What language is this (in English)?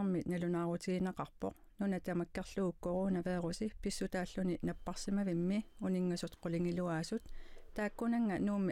Kalaallisut